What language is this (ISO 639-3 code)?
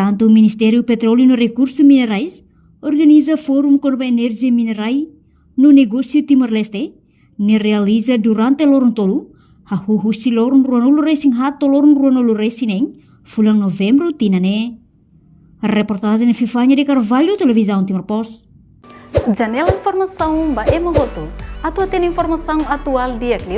tet